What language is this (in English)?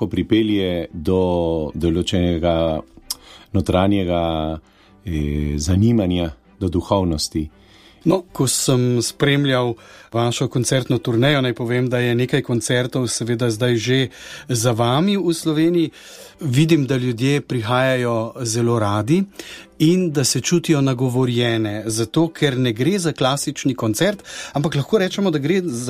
Slovenian